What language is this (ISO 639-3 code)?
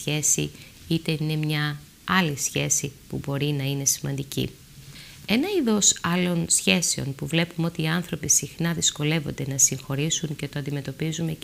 ell